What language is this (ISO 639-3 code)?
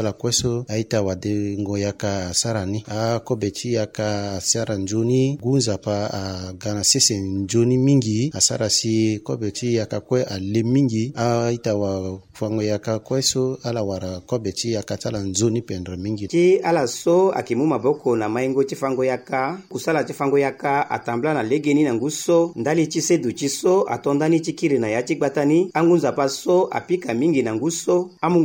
sag